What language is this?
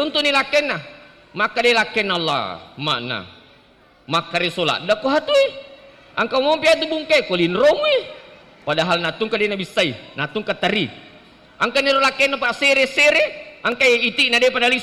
Buginese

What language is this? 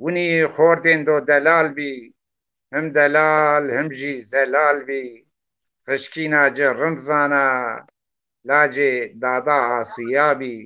Zaza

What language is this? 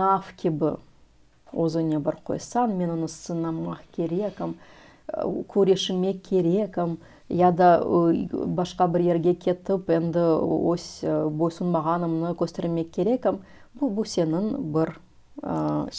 Crimean Tatar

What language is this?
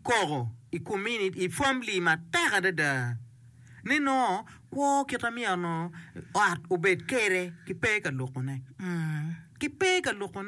Acoli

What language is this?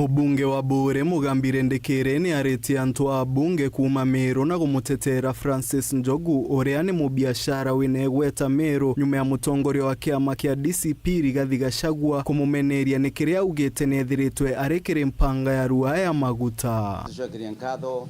Meru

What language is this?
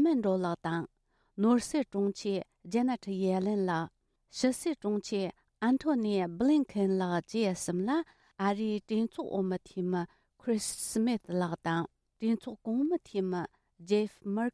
Tibetan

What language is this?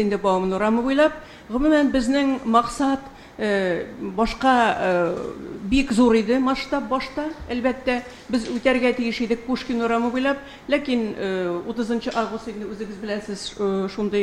Tatar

